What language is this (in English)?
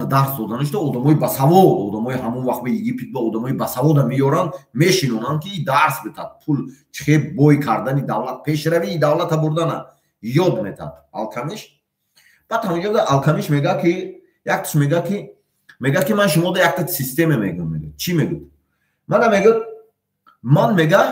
Tajik